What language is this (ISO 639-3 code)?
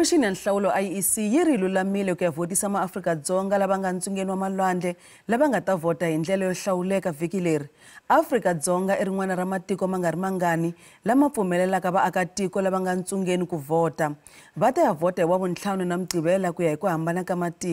tso